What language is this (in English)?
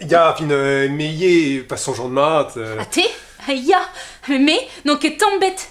Breton